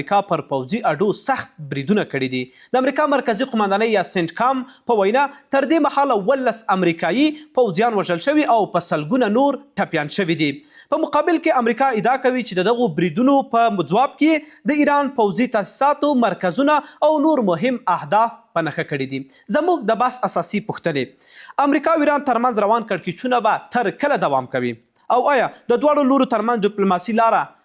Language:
Pashto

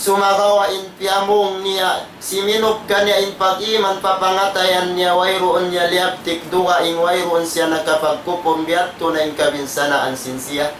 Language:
Tausug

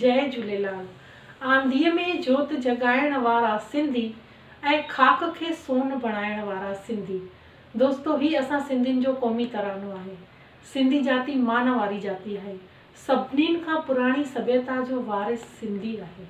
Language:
Sindhi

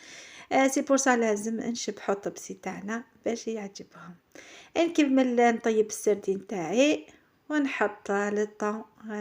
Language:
Algerian Arabic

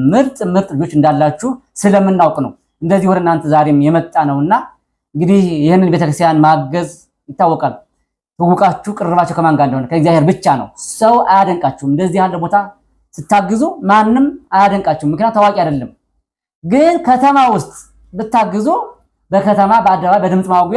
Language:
Amharic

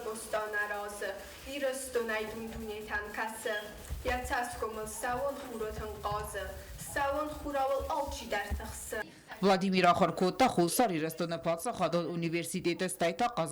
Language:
Ossetic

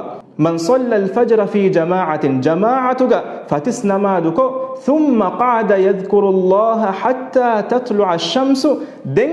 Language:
Divehi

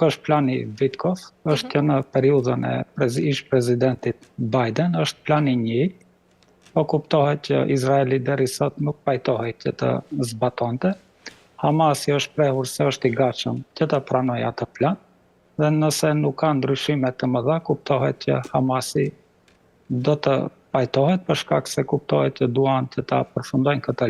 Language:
Albanian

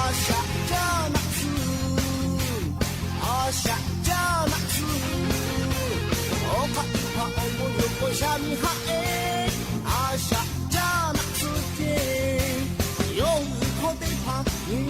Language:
Lahu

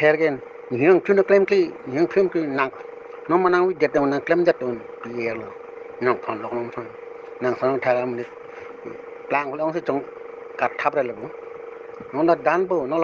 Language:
Karbi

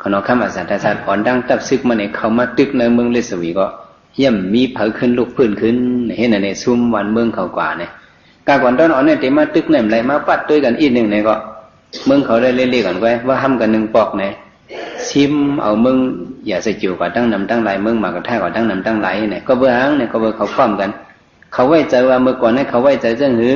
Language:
Shan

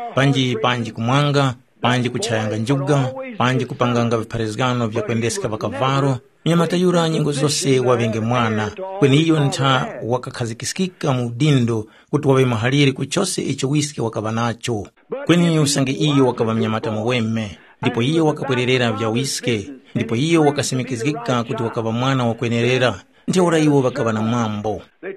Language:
Tumbuka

